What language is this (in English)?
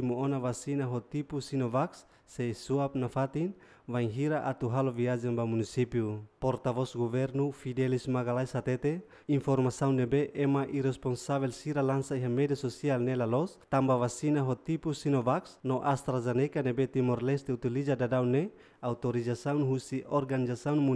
Tetum